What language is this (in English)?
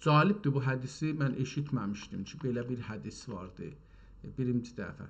South Azerbaijani